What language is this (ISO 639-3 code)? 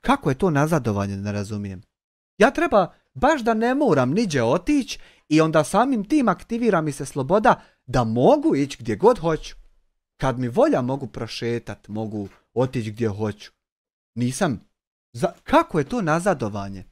bos